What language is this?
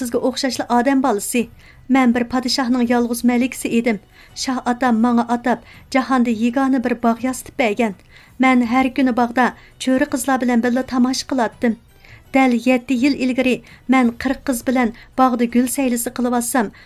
Uyghur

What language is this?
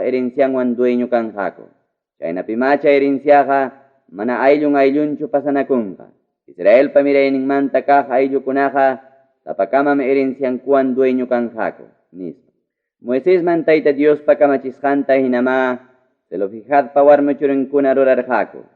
Ayacucho Quechua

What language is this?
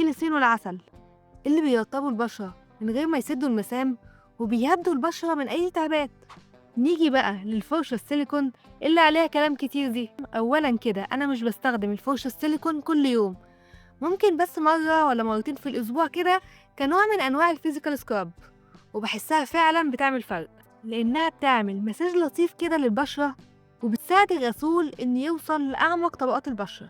Egyptian Arabic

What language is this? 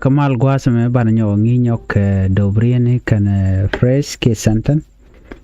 Nuer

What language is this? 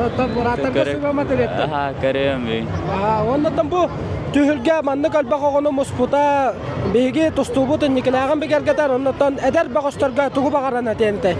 Yakut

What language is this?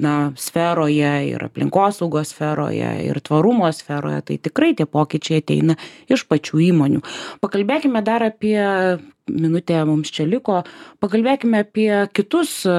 Lithuanian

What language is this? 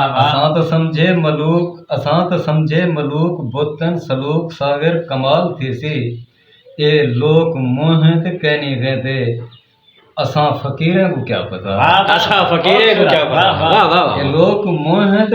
Saraiki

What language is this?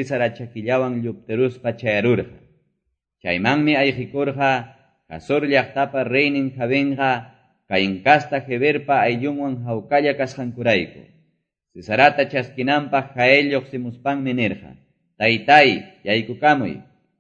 Quechua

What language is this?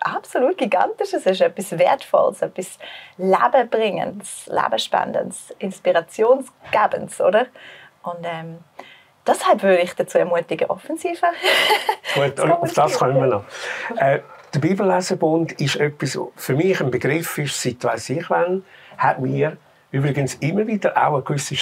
Swiss German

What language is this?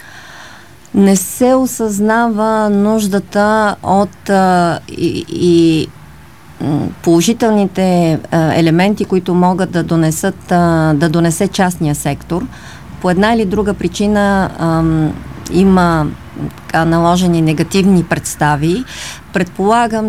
Bulgarian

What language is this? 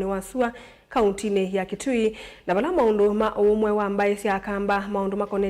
Kamba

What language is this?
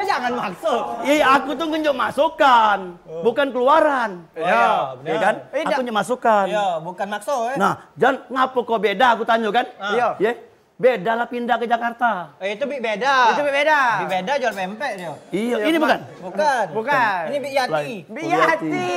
Musi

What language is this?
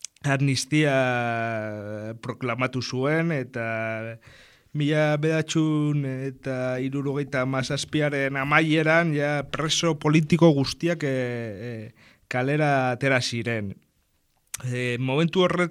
Basque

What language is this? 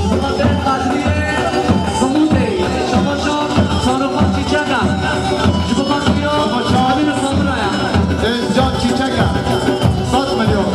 Kurdish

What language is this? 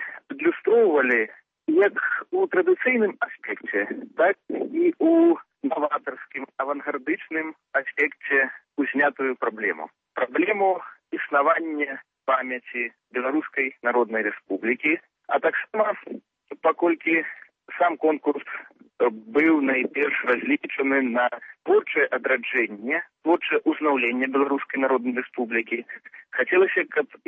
Belarusian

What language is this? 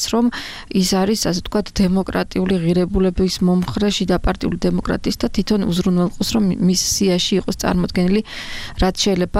Georgian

